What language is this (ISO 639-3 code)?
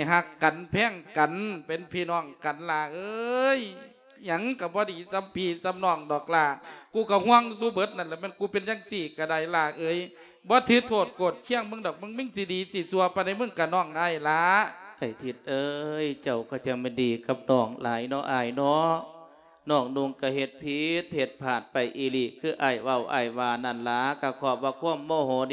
lao